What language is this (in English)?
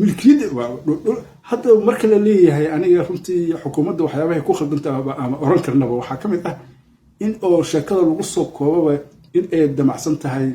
Somali